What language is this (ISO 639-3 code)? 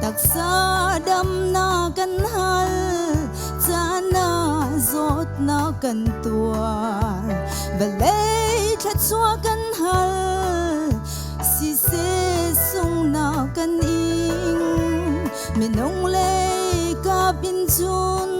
cnh